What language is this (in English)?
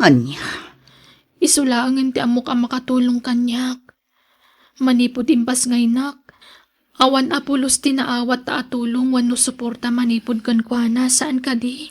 Iloko